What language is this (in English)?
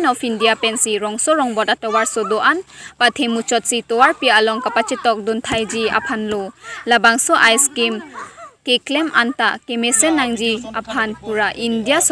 Karbi